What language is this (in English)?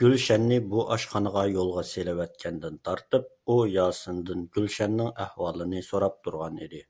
Uyghur